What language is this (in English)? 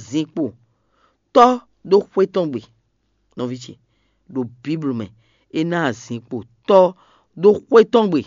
Fon